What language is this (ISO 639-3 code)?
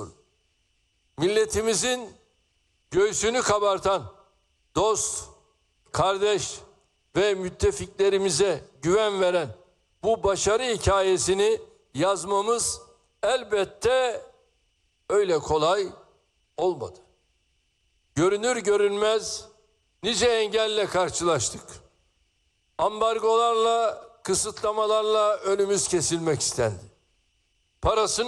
tur